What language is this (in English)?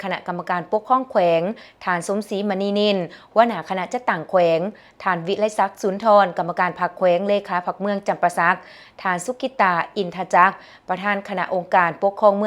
Lao